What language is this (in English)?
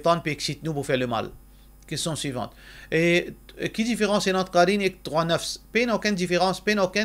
Morisyen